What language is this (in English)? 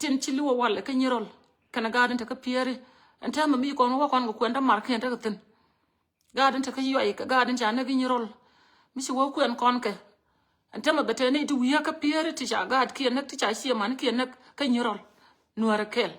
Nuer